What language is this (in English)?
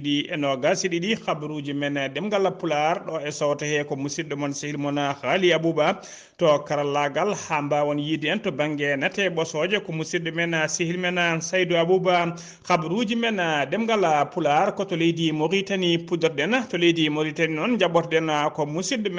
Fula